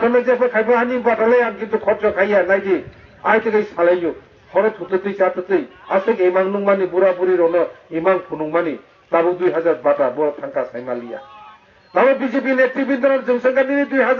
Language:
Kok Borok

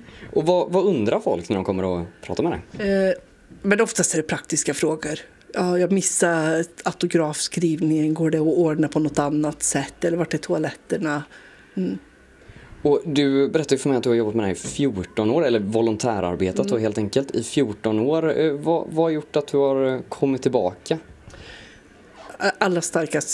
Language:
Swedish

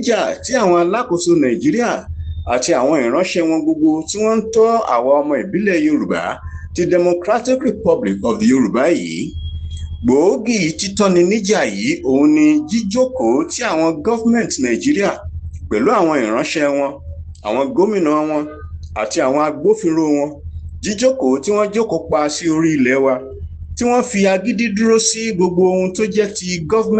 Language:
Yoruba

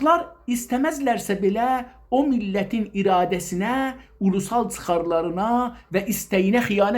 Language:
South Azerbaijani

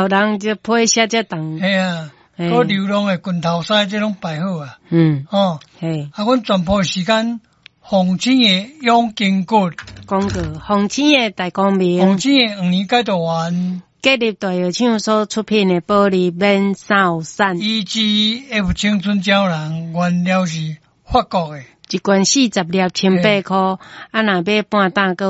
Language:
Min Nan Chinese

